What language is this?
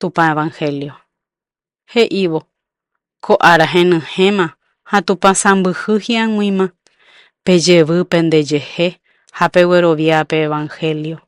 Guarani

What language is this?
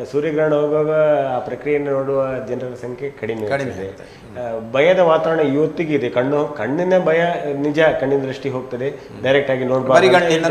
Kannada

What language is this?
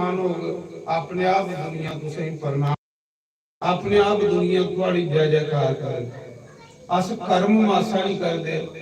Dogri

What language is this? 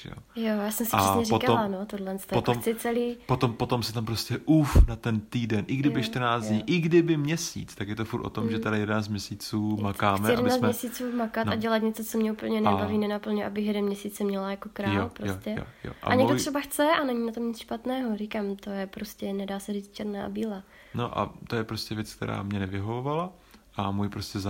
Czech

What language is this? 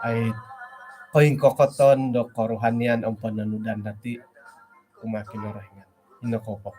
Central Dusun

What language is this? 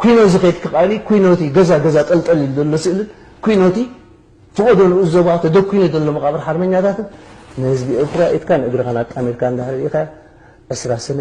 Tigrinya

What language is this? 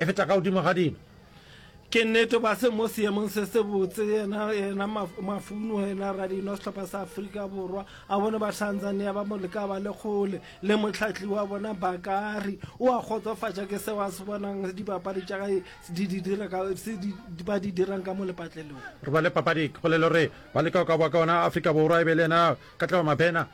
Northern Sotho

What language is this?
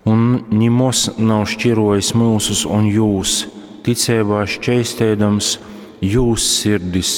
Latgalian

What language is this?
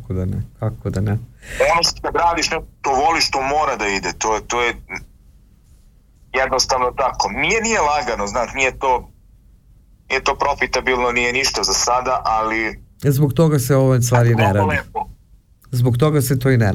Serbian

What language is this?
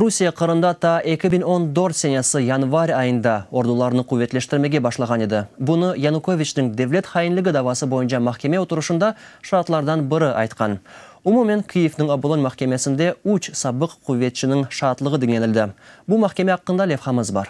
Crimean Tatar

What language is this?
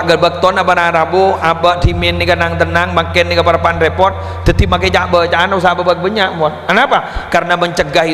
Madurese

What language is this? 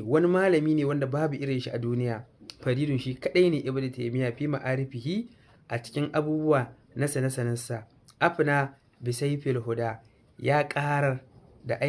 Hausa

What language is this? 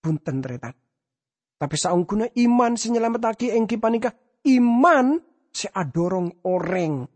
Madurese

